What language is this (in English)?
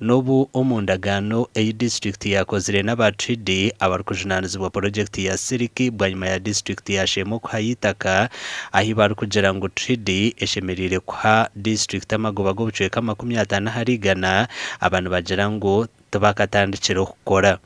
Nyankole